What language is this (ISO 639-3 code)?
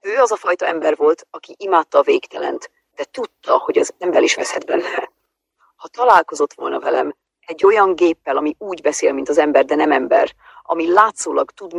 hun